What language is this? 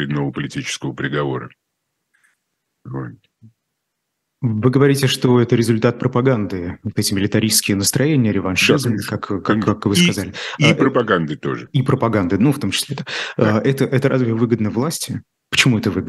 Russian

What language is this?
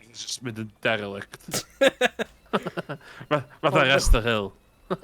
Welsh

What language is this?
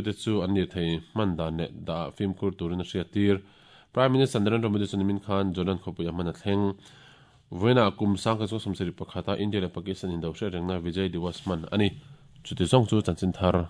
Mizo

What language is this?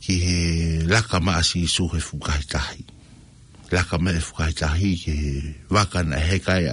Tongan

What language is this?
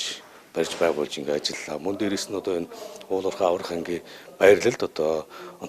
Mongolian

